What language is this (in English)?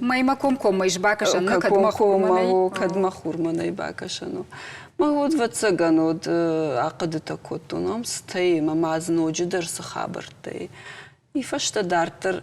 Ossetic